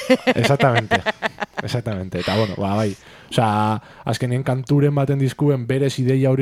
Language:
Basque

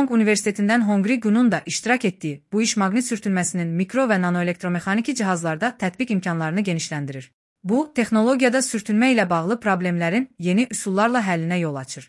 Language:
Azerbaijani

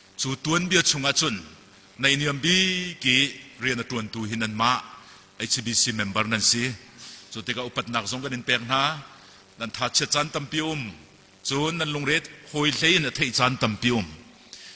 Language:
Hakha Chin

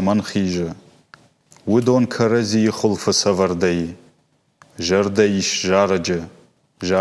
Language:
Ossetic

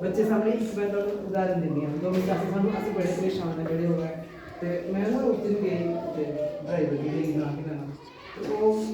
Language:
Dogri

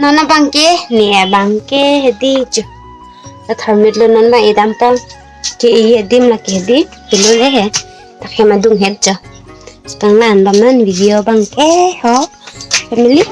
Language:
Karbi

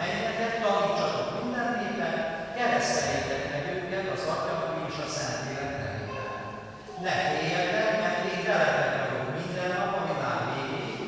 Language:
Hungarian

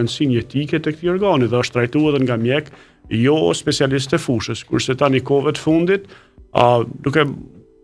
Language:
Albanian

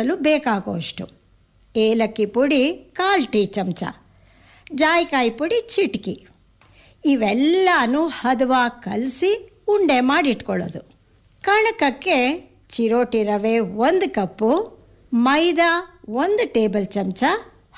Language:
Kannada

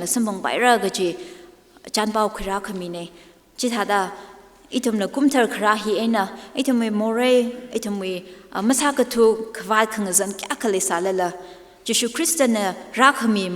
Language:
Tangkhul Naga (India)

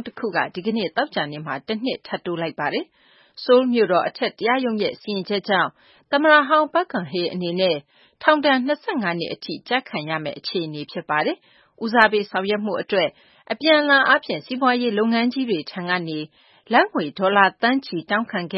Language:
Burmese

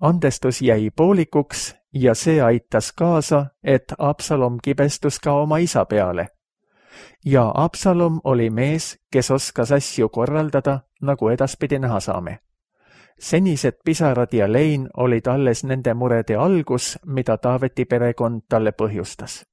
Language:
Estonian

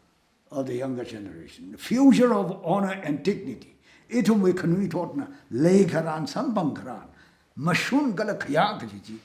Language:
Tangkhul Naga (India)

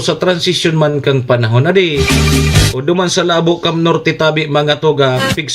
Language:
Bikol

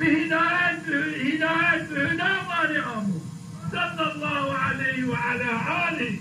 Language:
Zaza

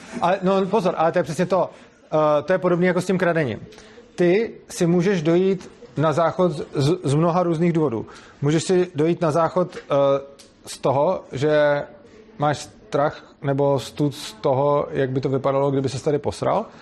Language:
Czech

